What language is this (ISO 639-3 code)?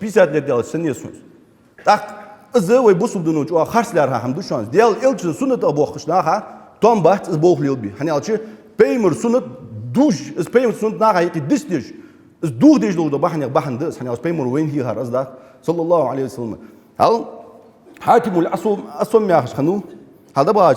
inh